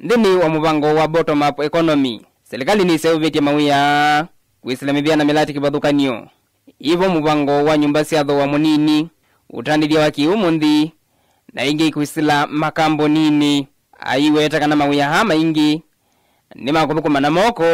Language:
Kamba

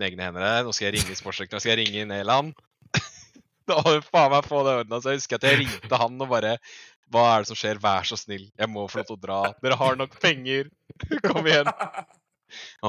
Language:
Norwegian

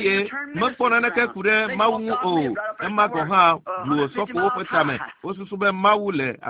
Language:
Ewe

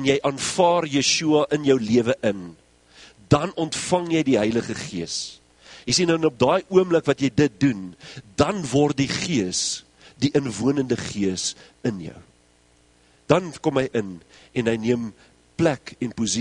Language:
Afrikaans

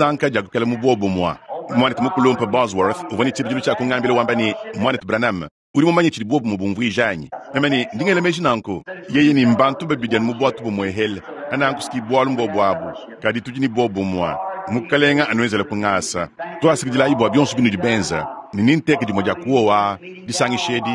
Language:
Luba-Lulua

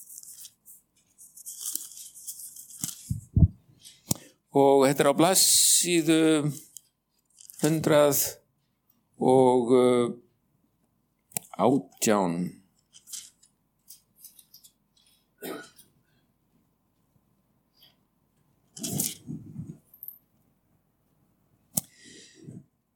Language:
Icelandic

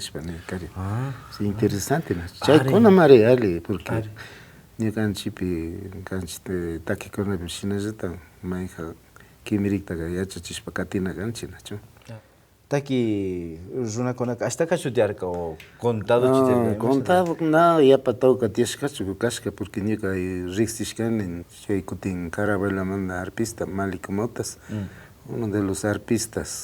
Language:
Imbabura Highland Quichua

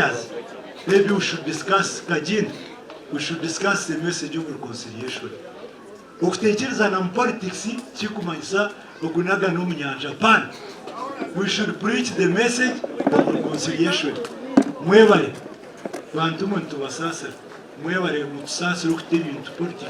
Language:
Nyankole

